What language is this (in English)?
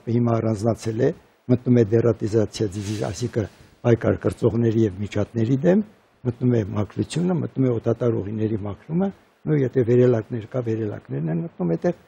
Armenian